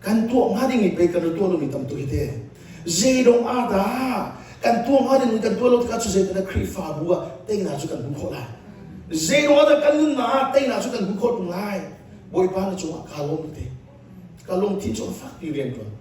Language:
Hakha Chin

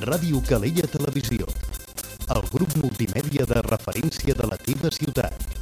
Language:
Catalan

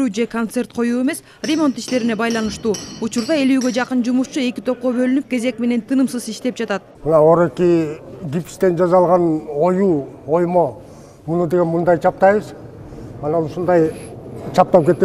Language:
Kyrgyz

